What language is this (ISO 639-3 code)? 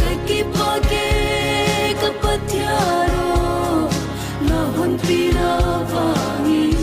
pck